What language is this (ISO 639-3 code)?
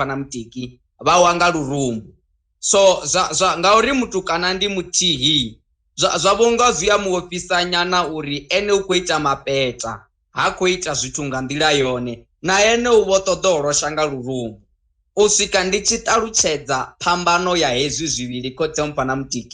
ven